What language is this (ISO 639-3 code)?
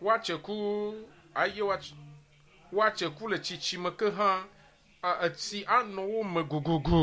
ewe